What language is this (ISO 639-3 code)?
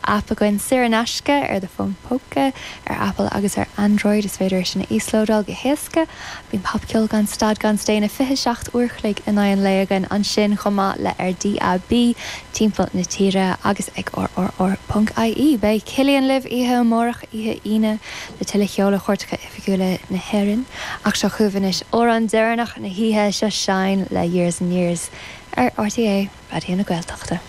gle